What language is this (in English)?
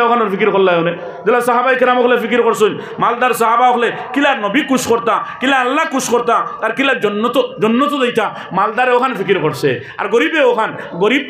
Sylheti